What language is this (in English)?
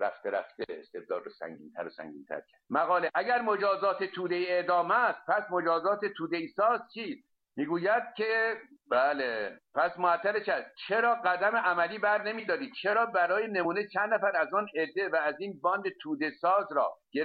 Persian